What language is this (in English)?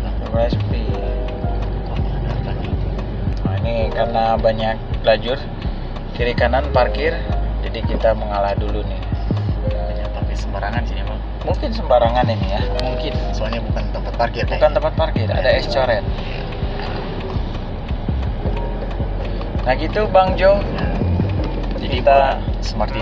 Indonesian